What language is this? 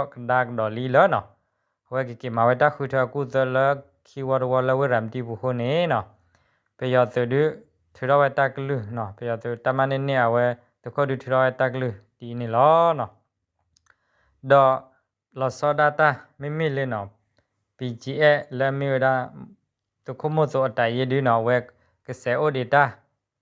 S'gaw Karen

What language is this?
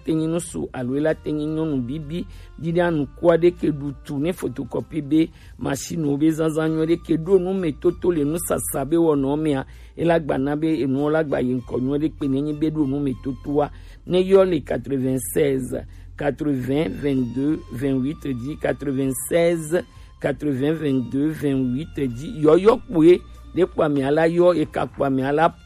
Gen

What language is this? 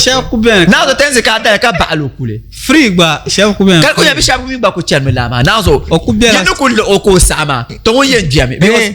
Dagbani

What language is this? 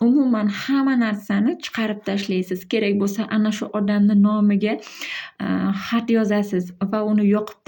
Uzbek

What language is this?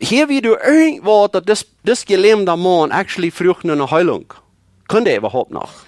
Plautdietsch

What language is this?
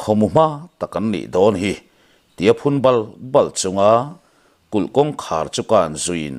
Mizo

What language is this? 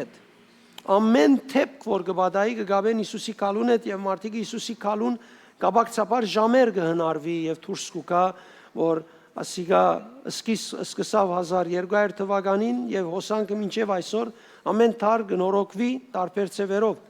Western Armenian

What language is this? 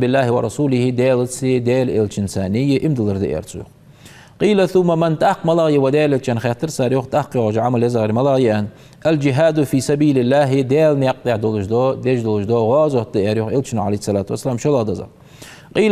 Ingush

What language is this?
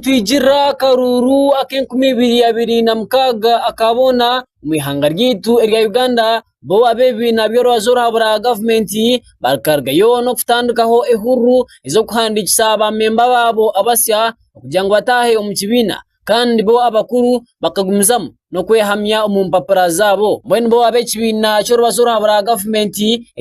Nyankole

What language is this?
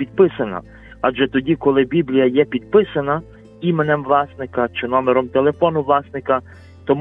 Ukrainian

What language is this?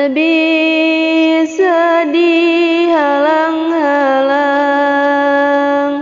Sundanese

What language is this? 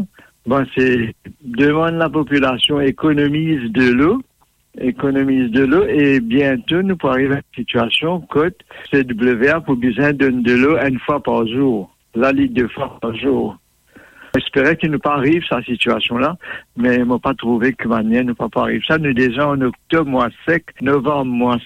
Morisyen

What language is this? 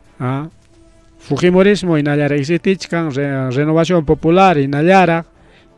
Ayacucho Quechua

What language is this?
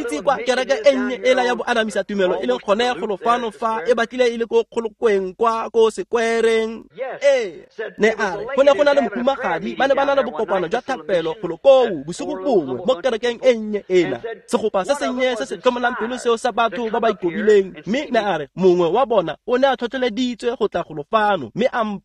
Tswana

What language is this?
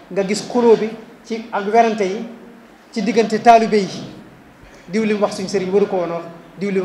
Wolof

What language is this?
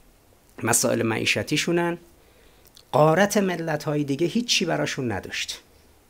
Persian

